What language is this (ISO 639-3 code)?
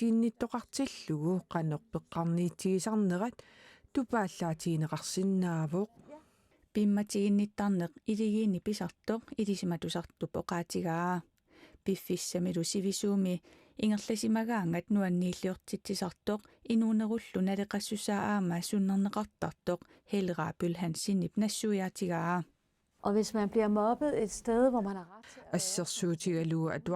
kal